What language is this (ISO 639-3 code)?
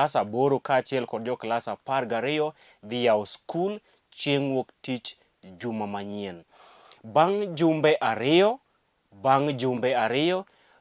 luo